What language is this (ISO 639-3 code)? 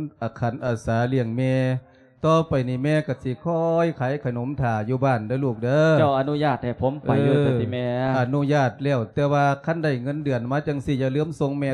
lao